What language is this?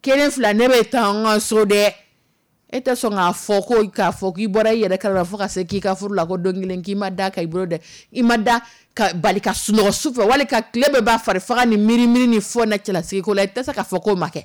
Dyula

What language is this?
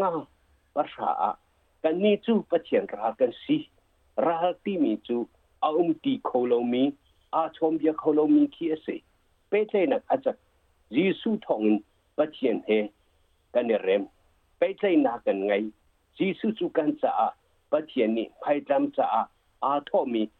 Hakha Chin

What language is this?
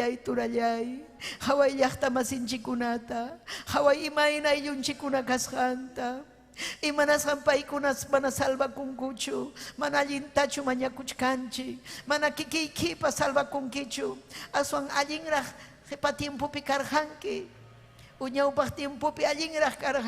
Ayacucho Quechua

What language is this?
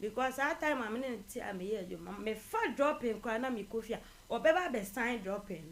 Akan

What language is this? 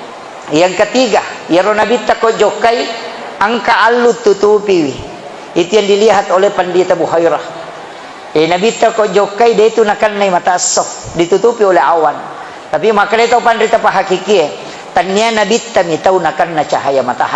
Buginese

